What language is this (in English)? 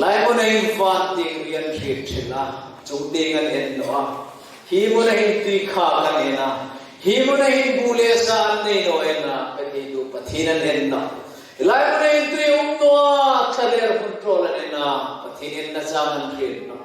Hmar